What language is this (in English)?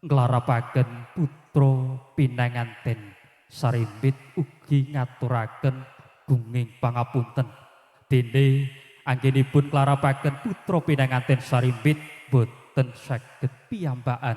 Javanese